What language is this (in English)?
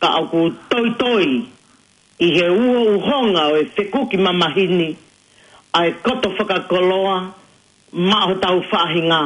Tongan